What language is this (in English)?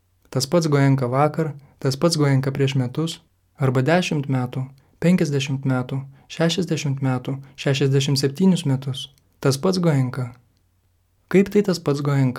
Lithuanian